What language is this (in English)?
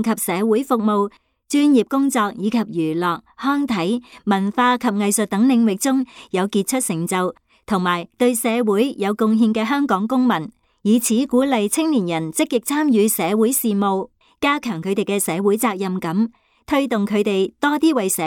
Cantonese